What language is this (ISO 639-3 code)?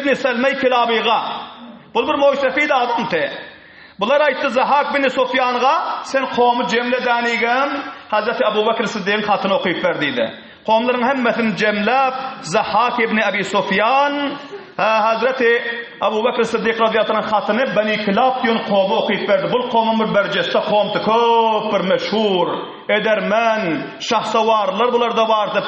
tuk